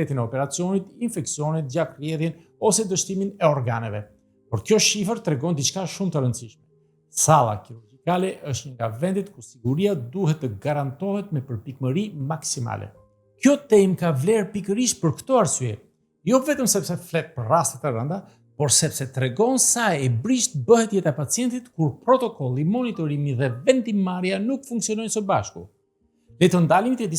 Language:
Albanian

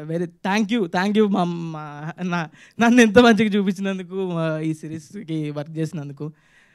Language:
Telugu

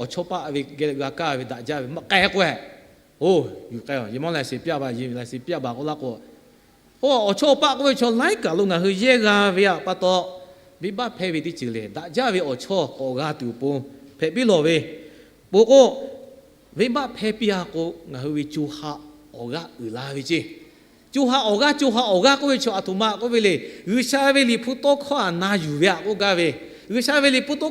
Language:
Lahu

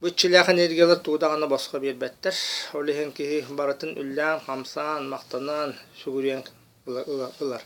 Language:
Yakut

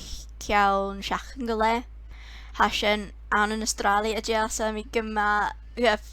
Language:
Scottish Gaelic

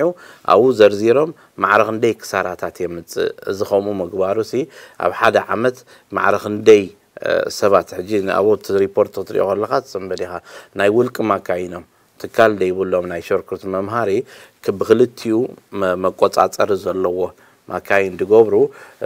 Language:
Tigrinya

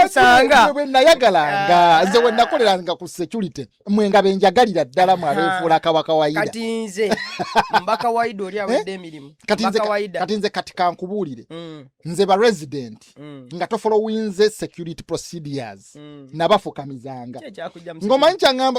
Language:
Ganda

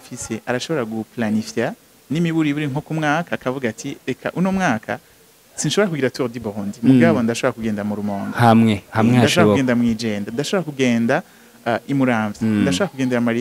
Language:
Rundi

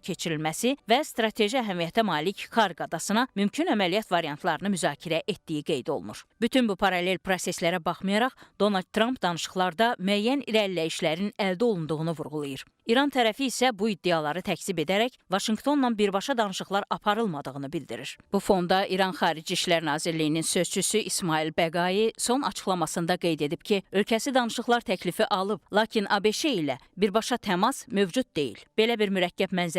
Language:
Azerbaijani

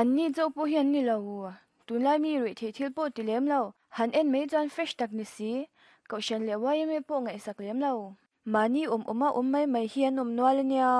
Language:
Mizo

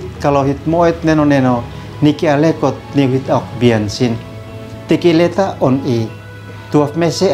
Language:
Uab Meto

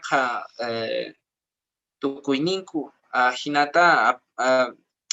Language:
Quechua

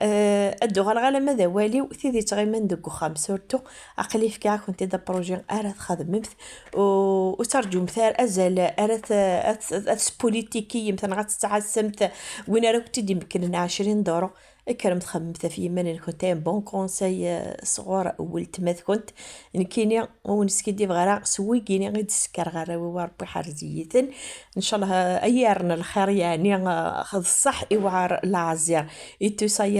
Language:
Kabyle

